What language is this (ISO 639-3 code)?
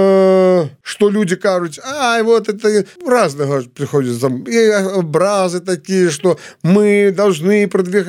bel